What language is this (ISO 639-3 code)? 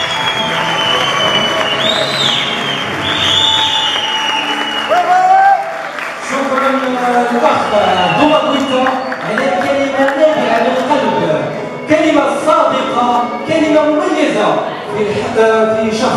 ara